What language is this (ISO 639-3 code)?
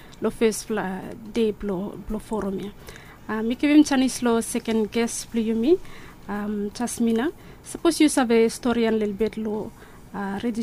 bis